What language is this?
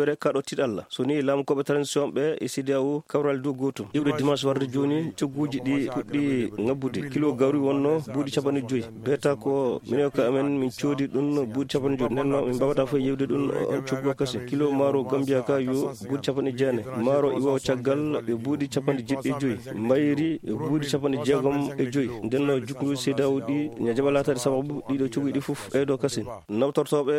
Fula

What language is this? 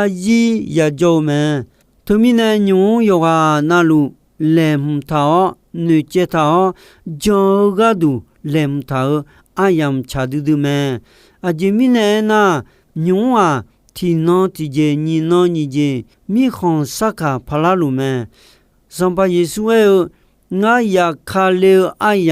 Akha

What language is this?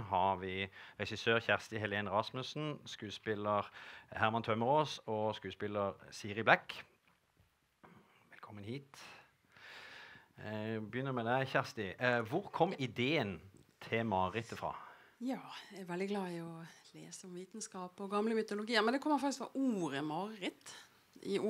Norwegian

